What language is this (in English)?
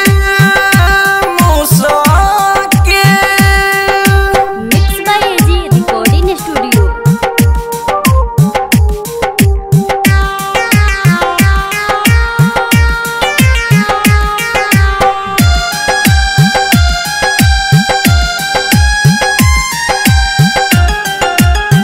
Bhojpuri